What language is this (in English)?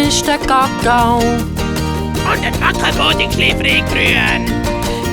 Swiss German